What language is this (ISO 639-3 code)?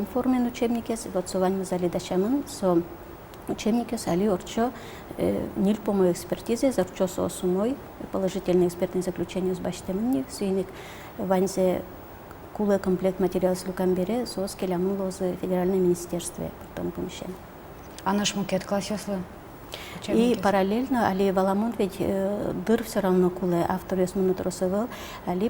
udm